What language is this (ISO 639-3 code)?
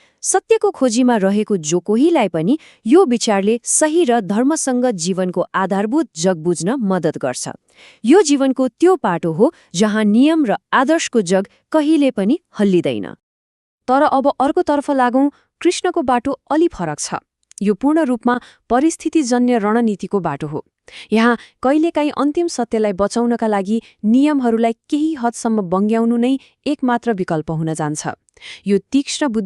nep